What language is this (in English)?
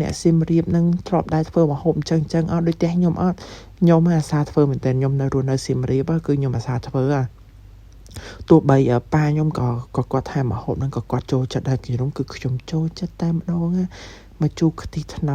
Khmer